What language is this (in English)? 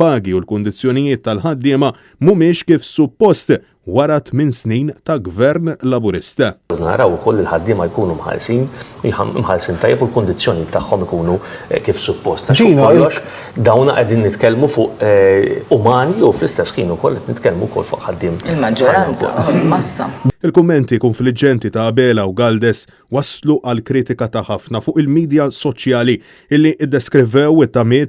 Maltese